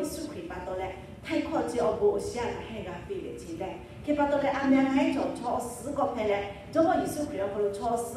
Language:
Lahu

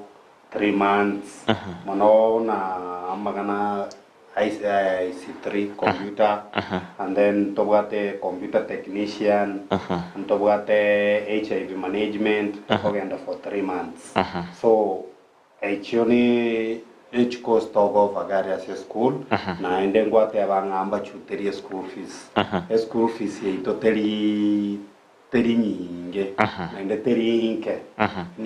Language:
Gusii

